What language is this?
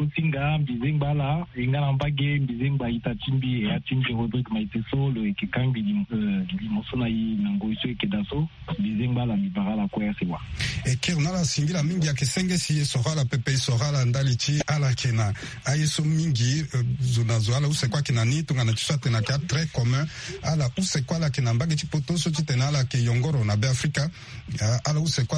Sango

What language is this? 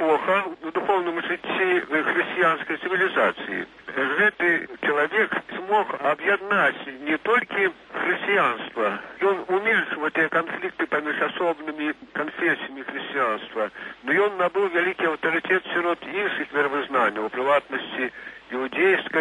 Belarusian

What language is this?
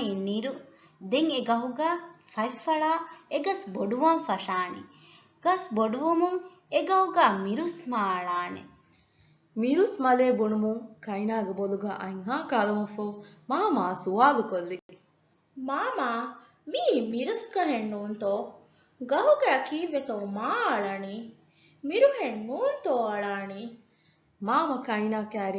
Divehi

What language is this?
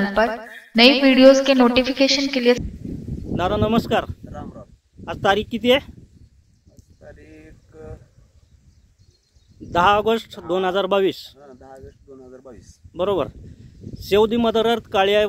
Marathi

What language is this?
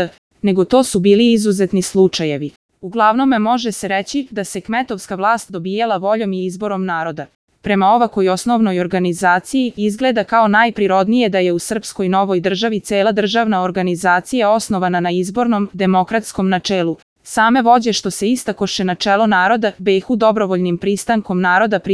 Serbian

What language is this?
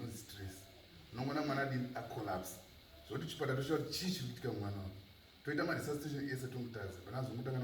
Shona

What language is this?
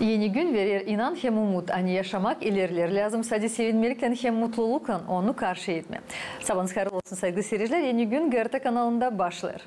Gagauz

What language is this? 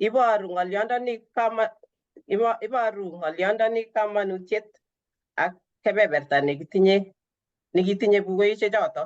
Kalenjin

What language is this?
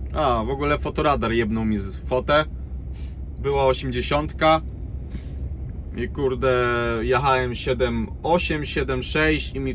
Polish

